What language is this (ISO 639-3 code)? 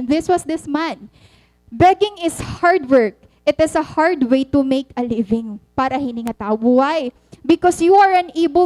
war